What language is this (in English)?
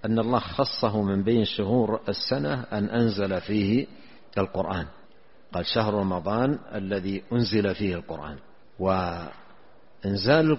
Arabic